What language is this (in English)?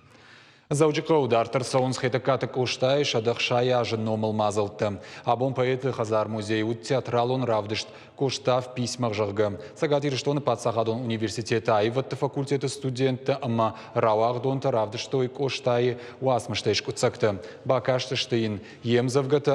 Ossetic